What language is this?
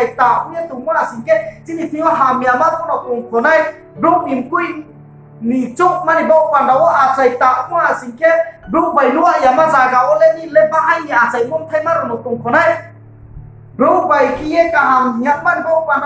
Riang (India)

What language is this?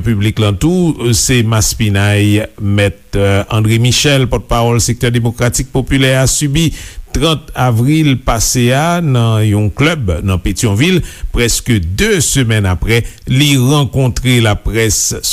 Haitian Creole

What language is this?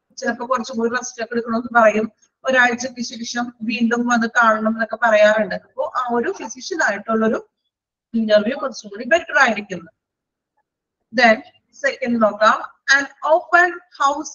Malayalam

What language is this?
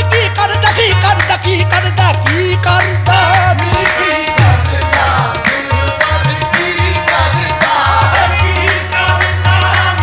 Punjabi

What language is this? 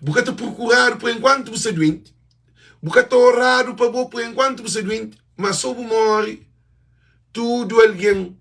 Kabuverdianu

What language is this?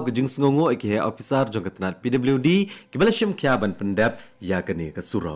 Khasi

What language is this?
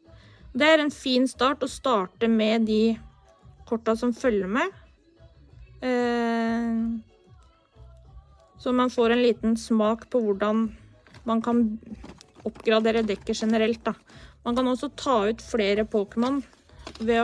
Norwegian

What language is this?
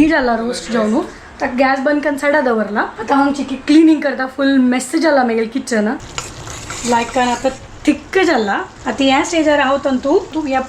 Konkani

